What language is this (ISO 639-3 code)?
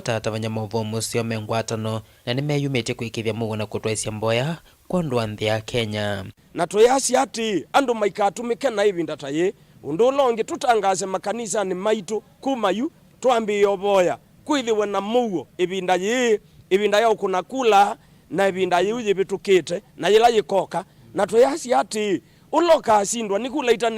kam